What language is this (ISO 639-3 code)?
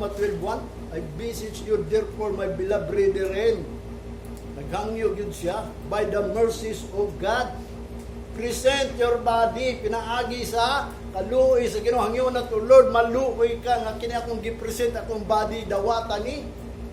ceb